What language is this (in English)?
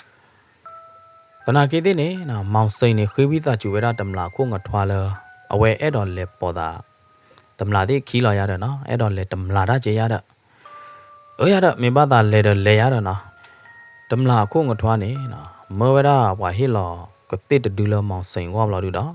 S'gaw Karen